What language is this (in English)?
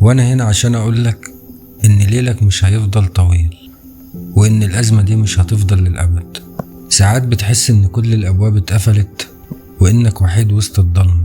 Egyptian Arabic